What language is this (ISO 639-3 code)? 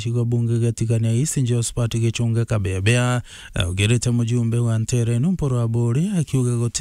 mer